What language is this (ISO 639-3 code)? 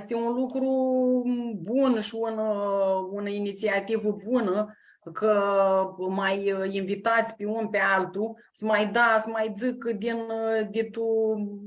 rup